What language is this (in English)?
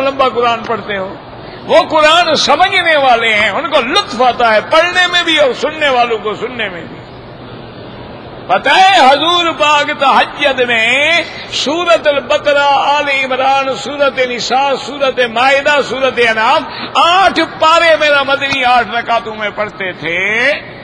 Urdu